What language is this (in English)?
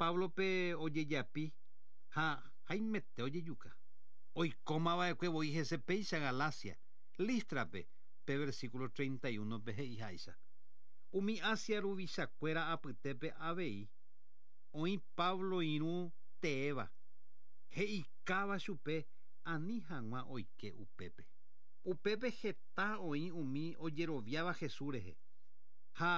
Guarani